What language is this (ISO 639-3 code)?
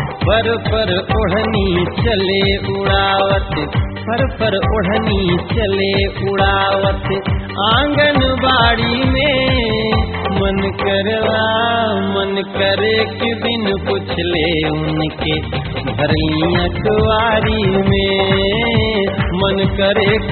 bho